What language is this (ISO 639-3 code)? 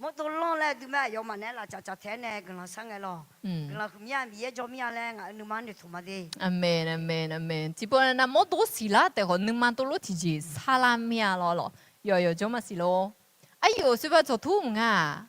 ahk